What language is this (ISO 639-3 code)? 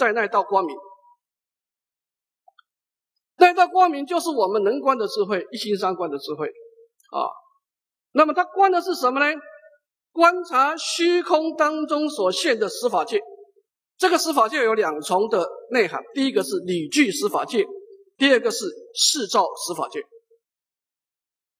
zho